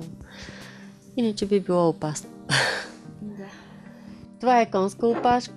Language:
Bulgarian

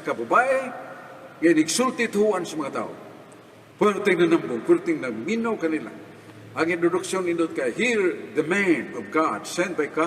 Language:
Cebuano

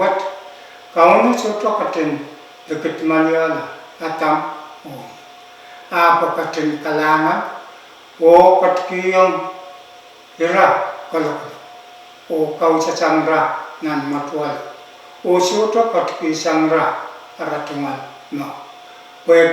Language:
Pohnpeian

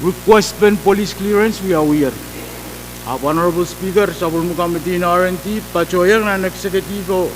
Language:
Pohnpeian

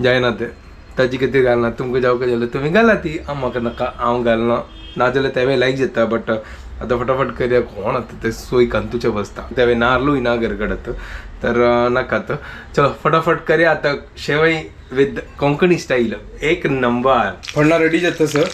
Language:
Konkani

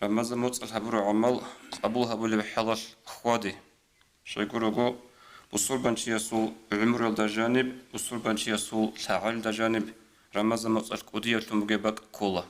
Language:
Avaric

